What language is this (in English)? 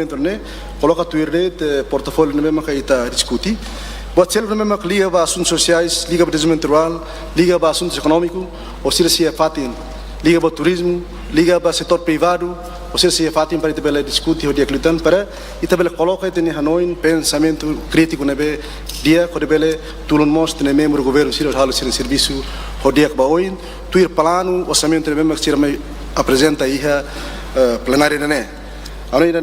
Tetum